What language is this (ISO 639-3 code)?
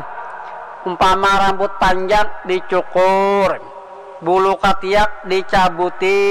bjn